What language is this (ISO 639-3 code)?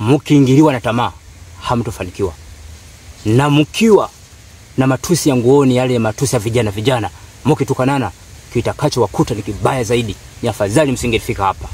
swa